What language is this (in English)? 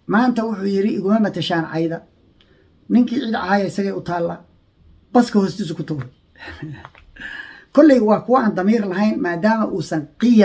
Somali